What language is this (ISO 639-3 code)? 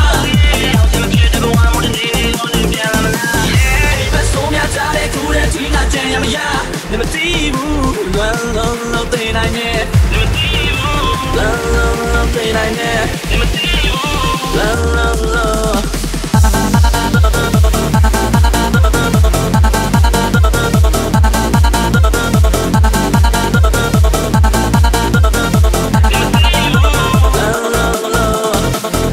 mya